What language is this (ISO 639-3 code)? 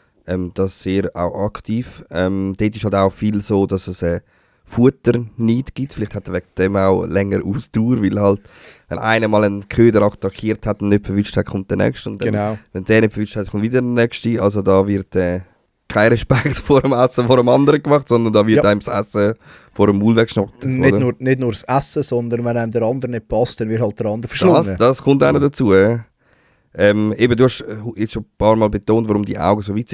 gsw